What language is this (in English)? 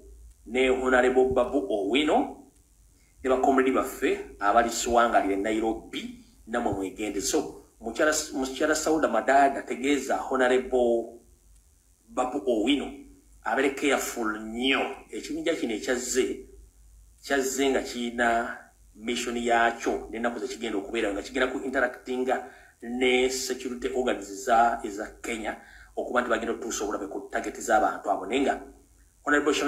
Ganda